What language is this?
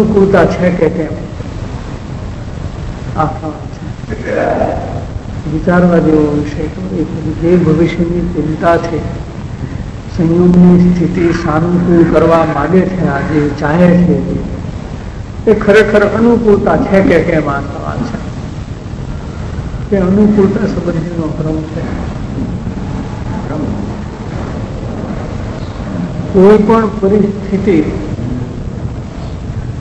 Gujarati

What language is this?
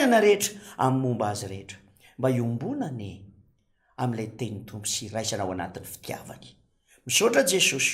Malagasy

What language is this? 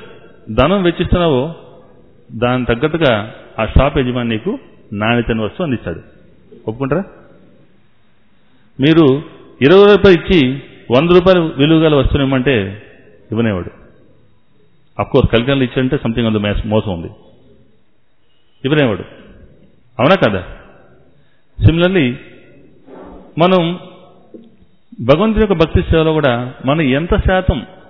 Telugu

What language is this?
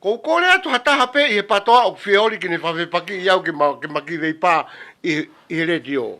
Tongan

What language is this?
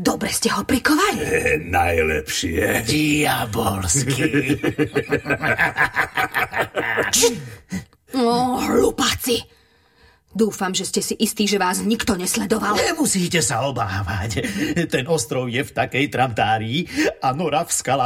Slovak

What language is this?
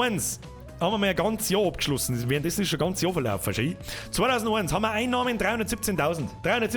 Bavarian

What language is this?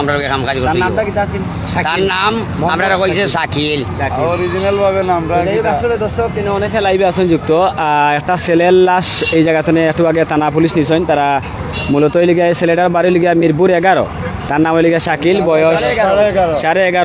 Sylheti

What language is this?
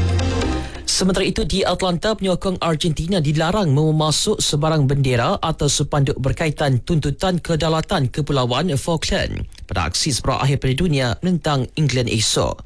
Malay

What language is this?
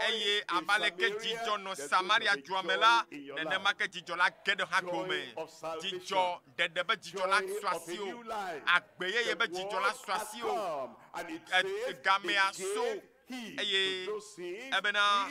Ewe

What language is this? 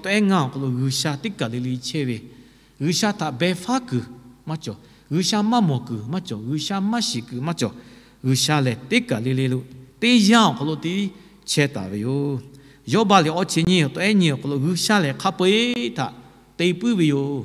Lahu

